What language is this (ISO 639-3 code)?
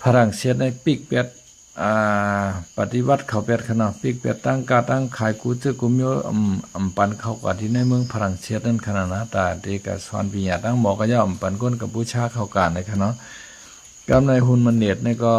shn